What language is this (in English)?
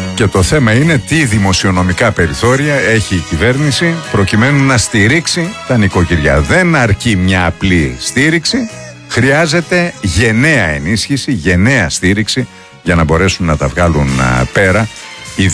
Greek